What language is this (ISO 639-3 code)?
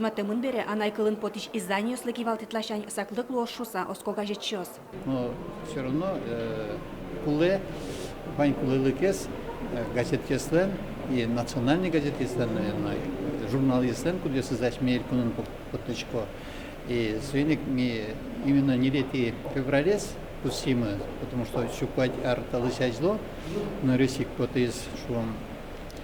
udm